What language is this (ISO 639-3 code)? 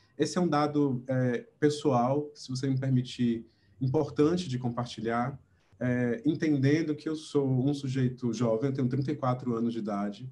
por